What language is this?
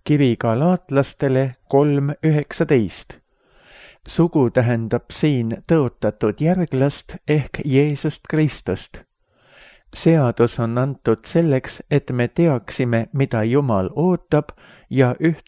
Estonian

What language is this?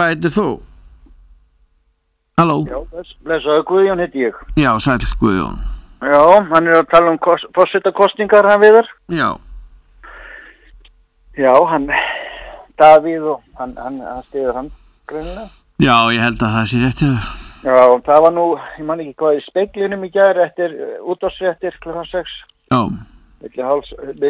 Icelandic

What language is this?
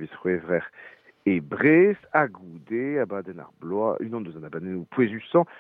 Breton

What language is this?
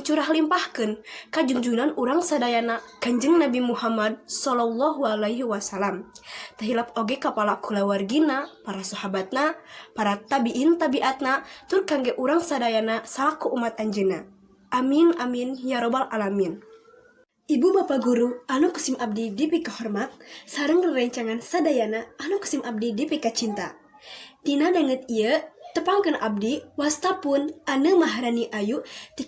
Sundanese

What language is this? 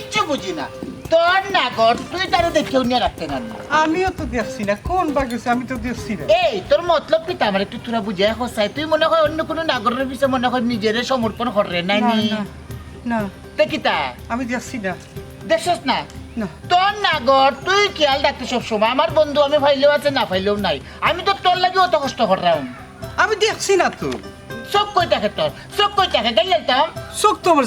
Sylheti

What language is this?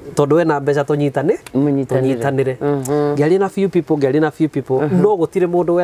Kikuyu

